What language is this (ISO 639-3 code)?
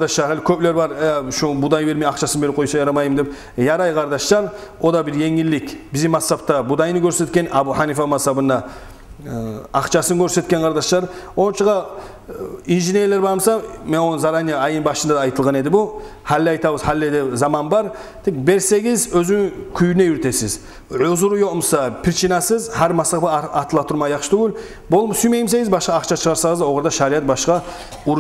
kum